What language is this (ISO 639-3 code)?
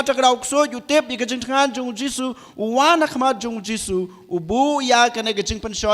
kha